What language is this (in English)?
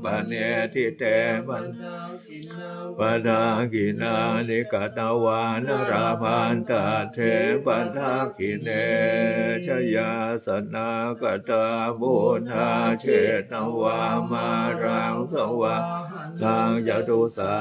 Pali